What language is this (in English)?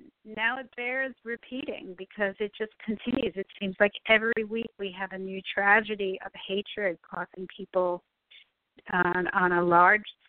English